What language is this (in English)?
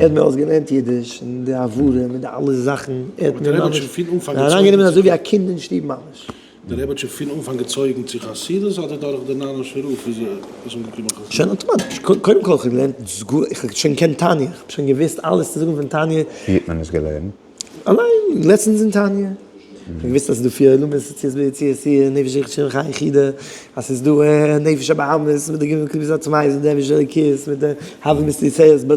Yiddish